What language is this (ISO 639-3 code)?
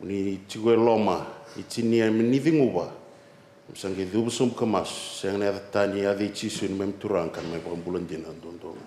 fij